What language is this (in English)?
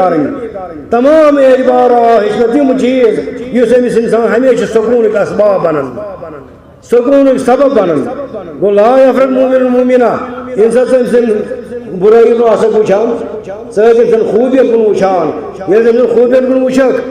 Kashmiri